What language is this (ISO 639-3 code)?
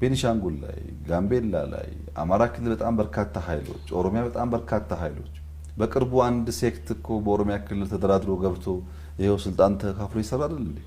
amh